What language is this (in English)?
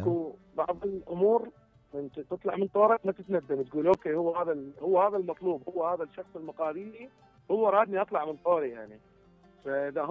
Mesopotamian Arabic